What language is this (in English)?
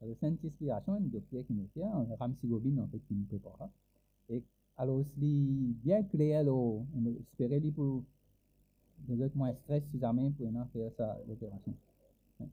Morisyen